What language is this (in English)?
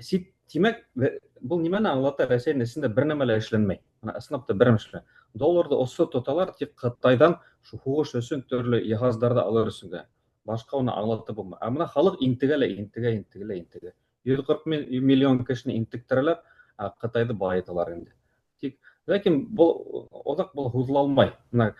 Bashkir